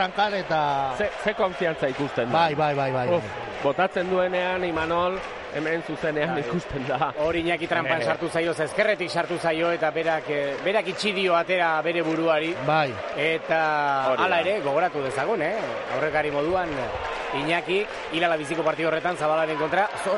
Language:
Basque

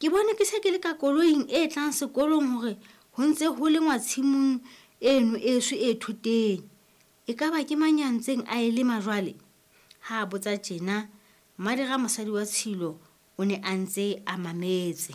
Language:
Southern Sotho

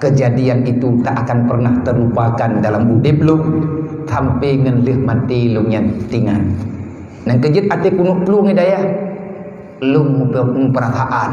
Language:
Achinese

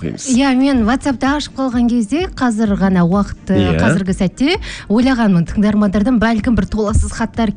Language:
Kazakh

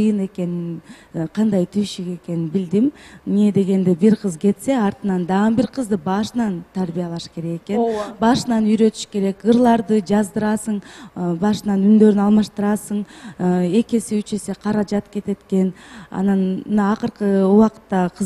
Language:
Kyrgyz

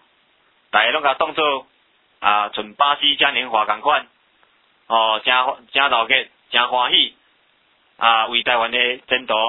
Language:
Min Nan Chinese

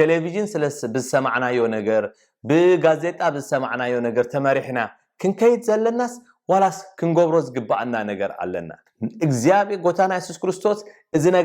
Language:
Tigrinya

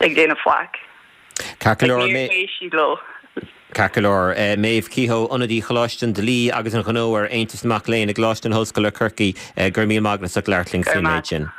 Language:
Irish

